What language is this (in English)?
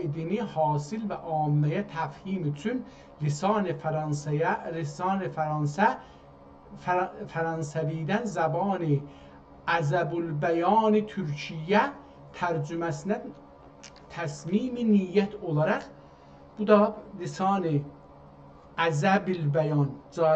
South Azerbaijani